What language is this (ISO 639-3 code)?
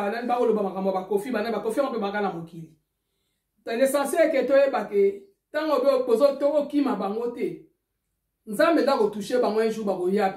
lin